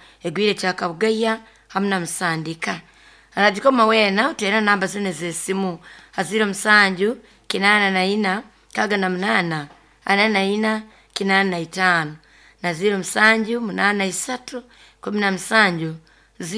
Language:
Nyoro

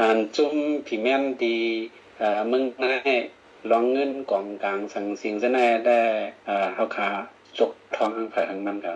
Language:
Shan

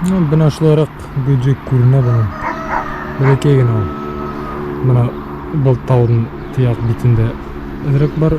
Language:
Bashkir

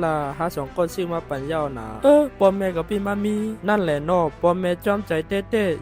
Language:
Shan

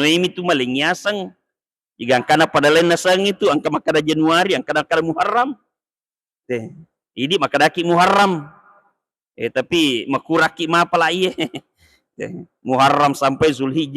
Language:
Buginese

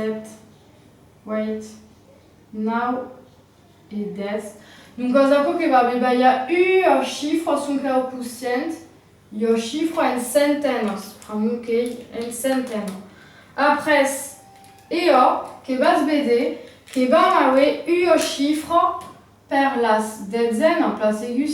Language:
Occitan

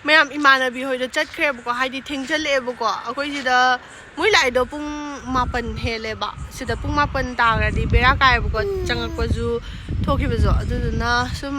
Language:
Manipuri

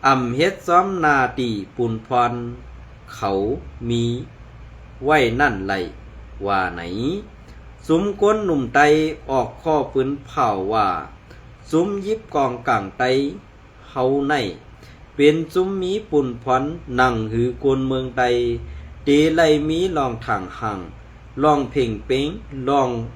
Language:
Shan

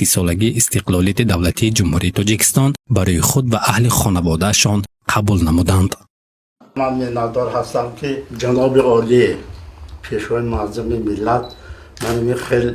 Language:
Tajik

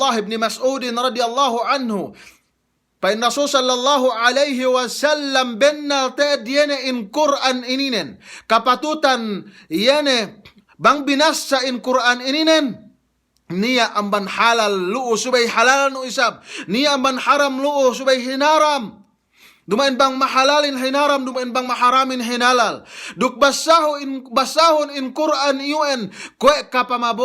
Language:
Yakan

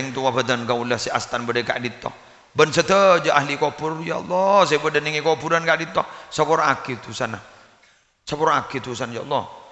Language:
Madurese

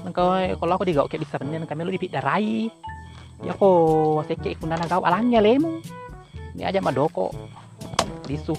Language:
Buginese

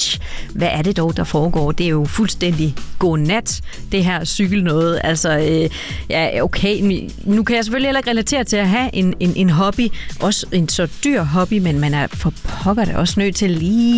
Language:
Danish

